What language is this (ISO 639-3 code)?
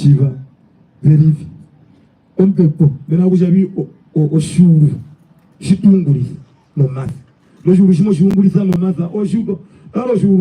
her